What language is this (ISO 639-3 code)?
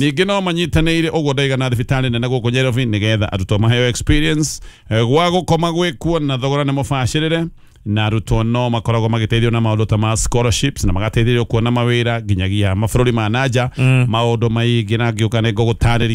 kik